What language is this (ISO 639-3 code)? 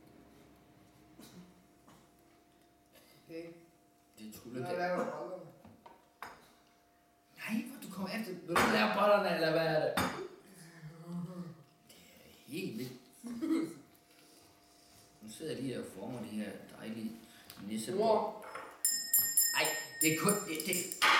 dan